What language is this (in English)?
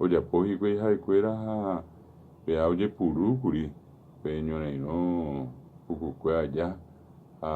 Guarani